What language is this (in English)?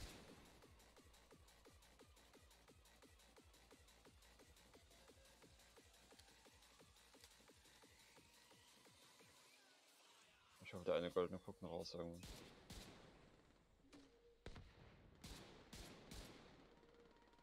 German